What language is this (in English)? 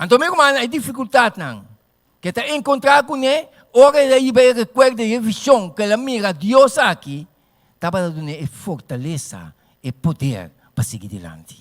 Papiamento